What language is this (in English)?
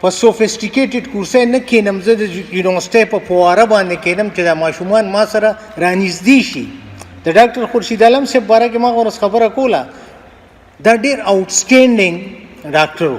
Pashto